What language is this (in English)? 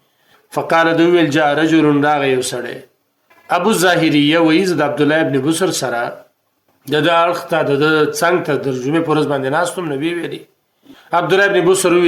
Pashto